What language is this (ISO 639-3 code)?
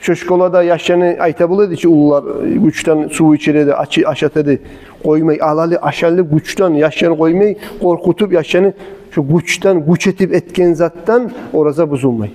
kum